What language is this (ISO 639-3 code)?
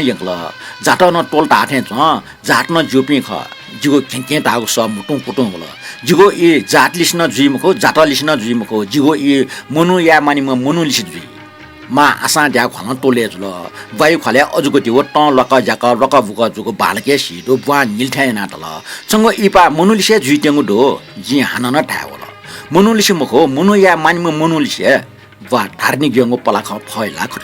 new